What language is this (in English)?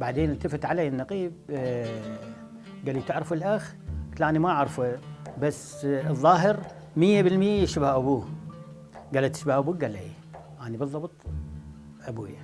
Mesopotamian Arabic